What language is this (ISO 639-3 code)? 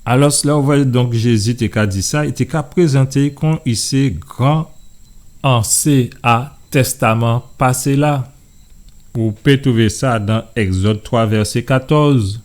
gcf